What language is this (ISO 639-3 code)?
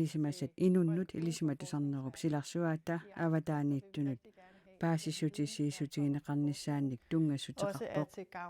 kal